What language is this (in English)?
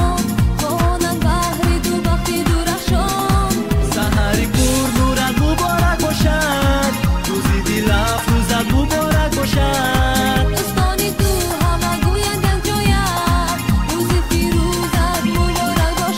Persian